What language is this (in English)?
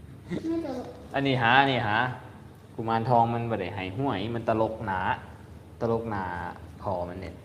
Lao